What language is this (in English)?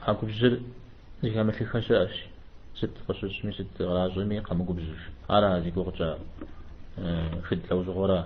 Kabardian